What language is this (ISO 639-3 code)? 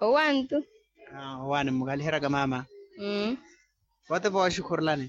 vmw